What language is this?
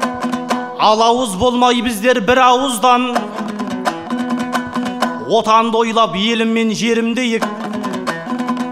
Kazakh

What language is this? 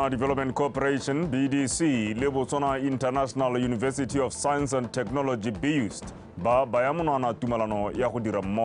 Tswana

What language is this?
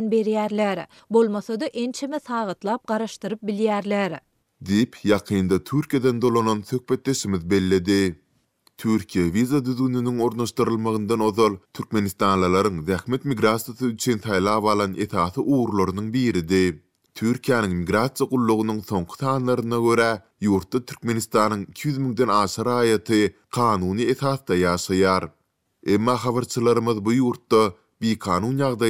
Turkmen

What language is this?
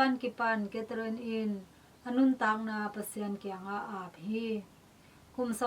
Tedim Chin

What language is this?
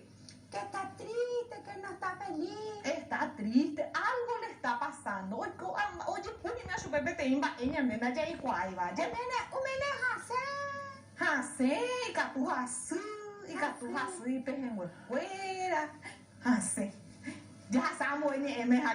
Guarani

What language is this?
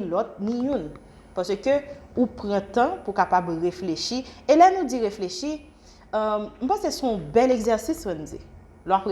Haitian Creole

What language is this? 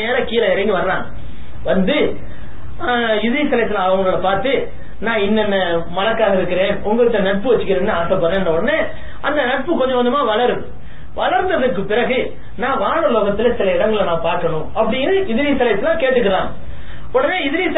Tamil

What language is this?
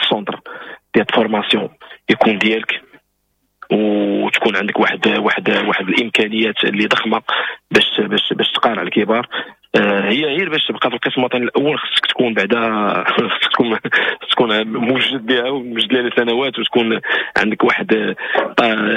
Moroccan Arabic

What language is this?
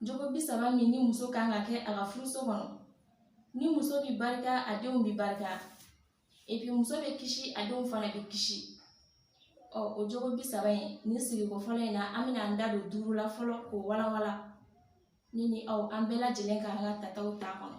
Bambara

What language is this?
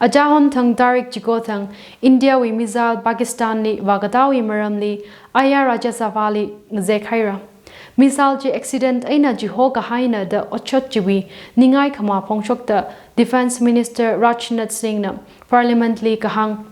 Tangkhul Naga (India)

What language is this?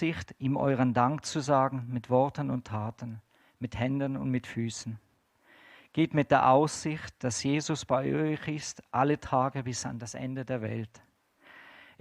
Swiss German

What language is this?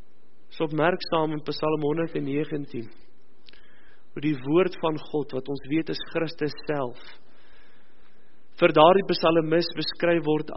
Afrikaans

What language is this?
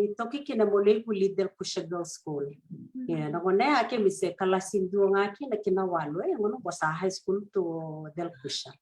Fijian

